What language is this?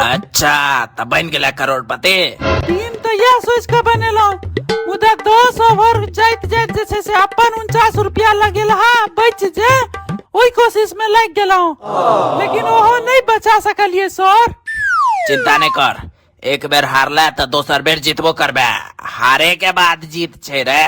Maithili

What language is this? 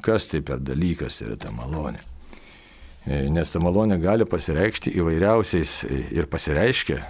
Lithuanian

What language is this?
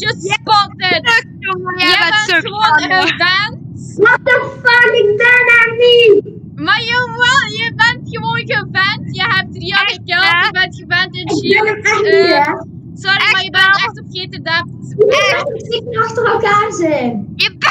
Dutch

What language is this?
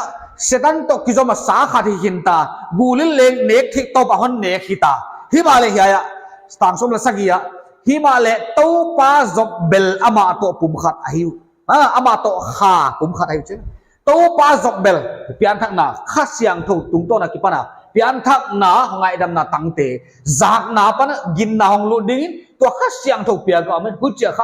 Paite Chin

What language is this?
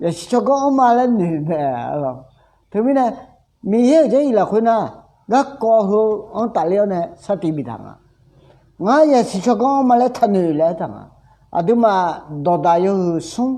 Akha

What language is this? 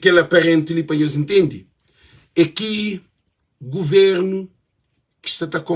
Kabuverdianu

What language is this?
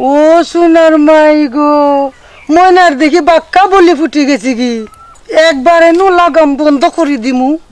Sylheti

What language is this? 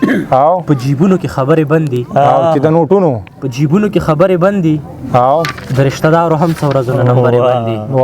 Pashto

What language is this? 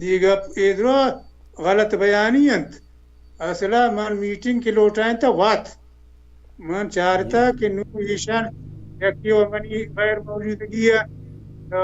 Baluchi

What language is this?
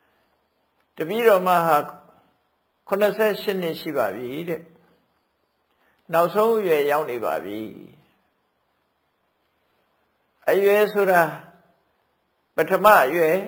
Burmese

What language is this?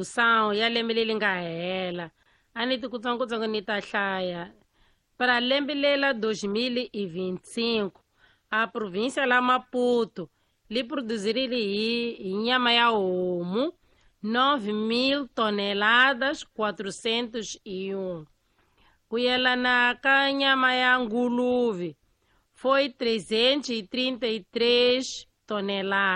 Tsonga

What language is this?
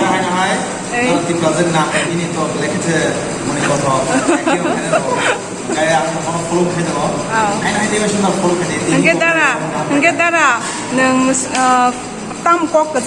Kok Borok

